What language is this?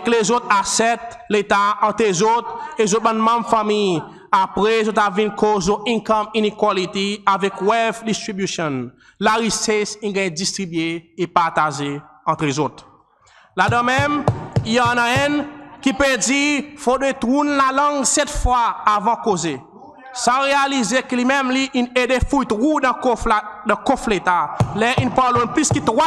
Seselwa Creole French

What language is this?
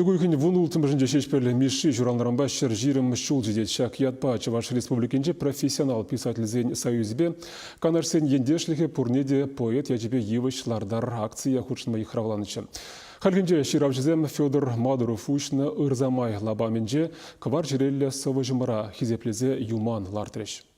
Chuvash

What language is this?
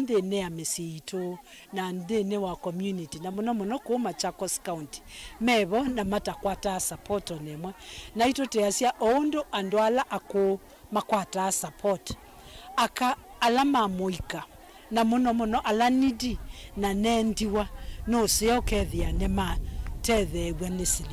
Kamba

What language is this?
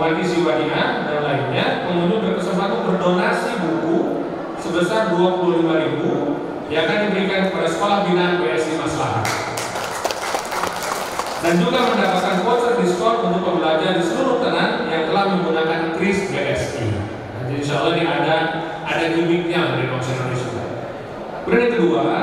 Indonesian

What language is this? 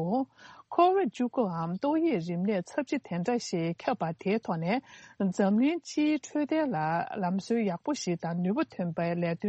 Tibetan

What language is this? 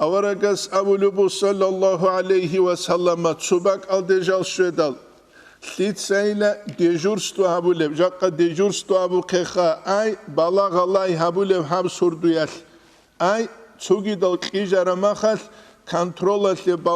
Avaric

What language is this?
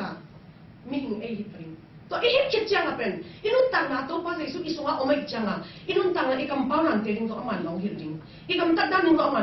Tedim Chin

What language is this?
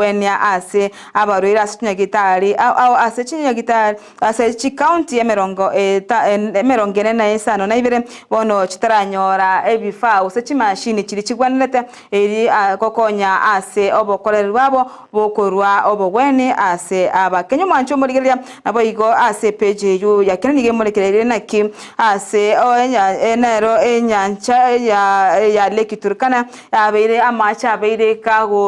Gusii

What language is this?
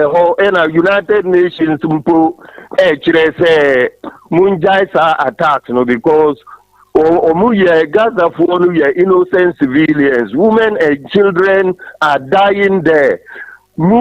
Akan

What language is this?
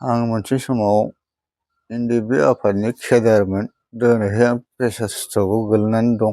Bodo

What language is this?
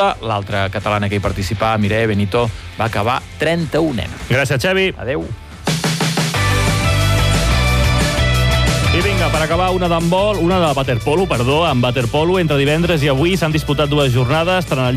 Catalan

